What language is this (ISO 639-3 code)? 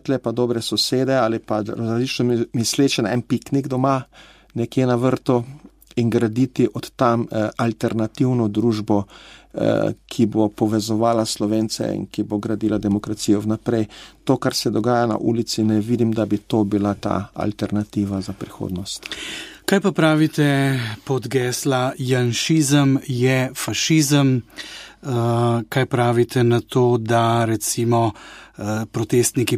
slv